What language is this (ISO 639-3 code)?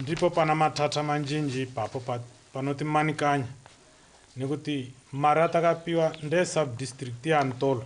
tsn